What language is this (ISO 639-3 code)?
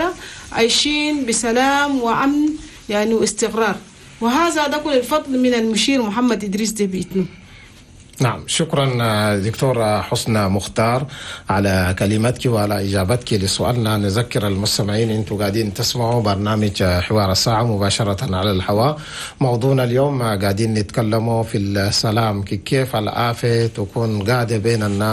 shu